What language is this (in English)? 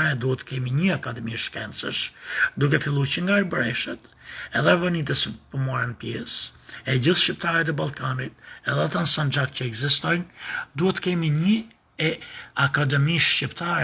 Albanian